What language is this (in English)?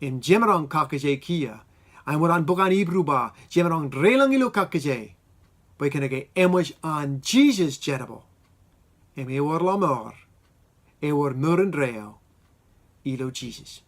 Marshallese